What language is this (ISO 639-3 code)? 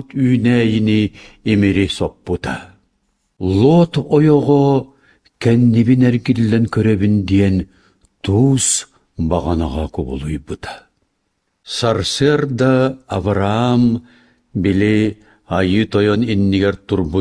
sah